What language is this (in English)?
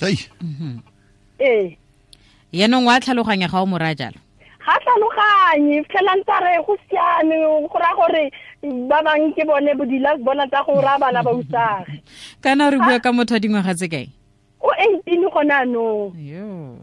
Tswana